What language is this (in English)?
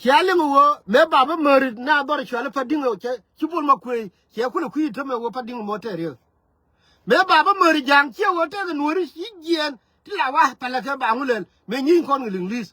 Nuer